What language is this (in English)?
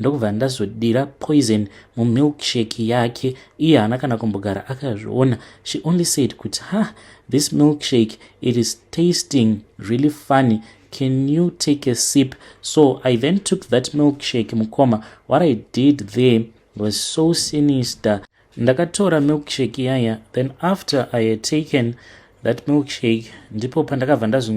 Shona